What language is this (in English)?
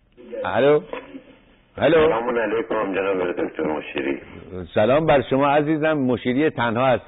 Persian